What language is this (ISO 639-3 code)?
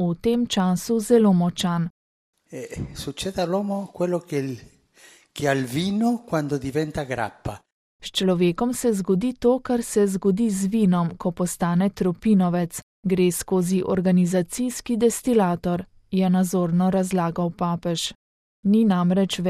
slv